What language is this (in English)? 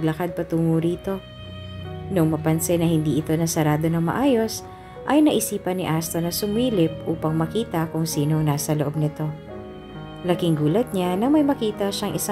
Filipino